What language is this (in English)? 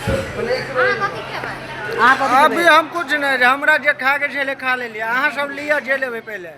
Maithili